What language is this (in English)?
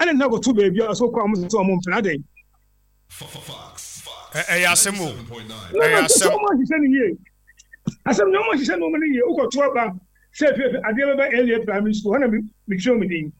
Akan